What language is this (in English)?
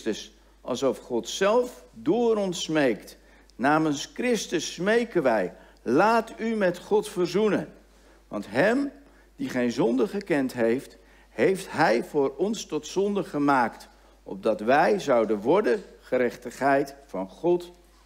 Dutch